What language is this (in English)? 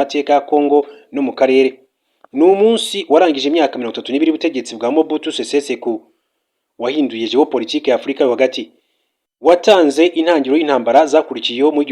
Kinyarwanda